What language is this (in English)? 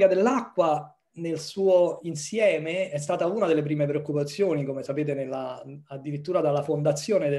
Italian